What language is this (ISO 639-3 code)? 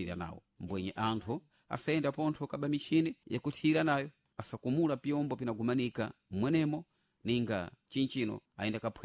seh